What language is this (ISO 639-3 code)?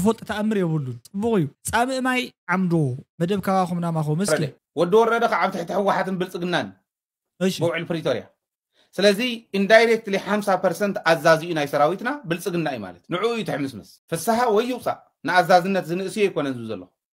tir